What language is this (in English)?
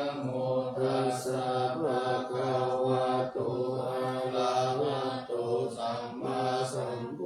Pali